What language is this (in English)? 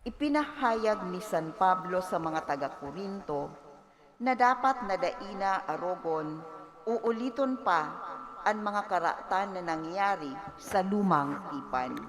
Bikol